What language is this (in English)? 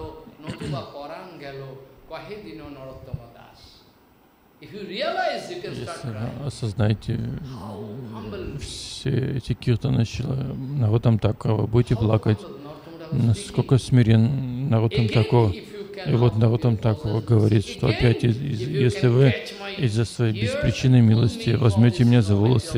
Russian